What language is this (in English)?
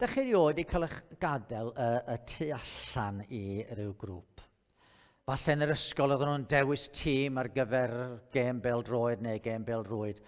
Welsh